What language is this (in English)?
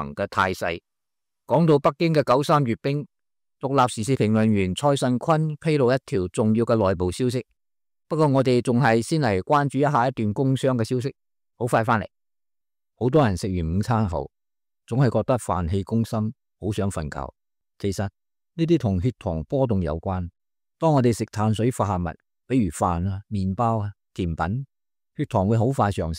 Cantonese